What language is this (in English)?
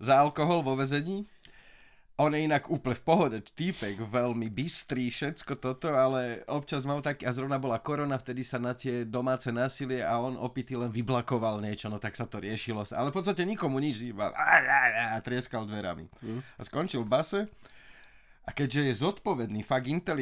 Slovak